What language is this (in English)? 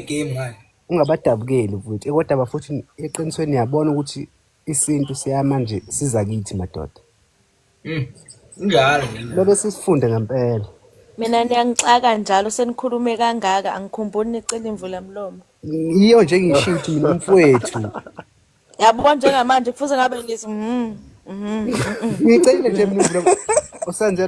Zulu